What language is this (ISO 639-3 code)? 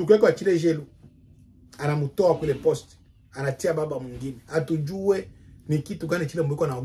swa